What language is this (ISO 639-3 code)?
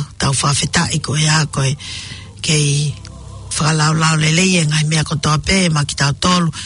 ton